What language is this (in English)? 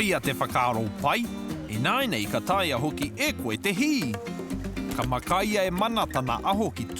Māori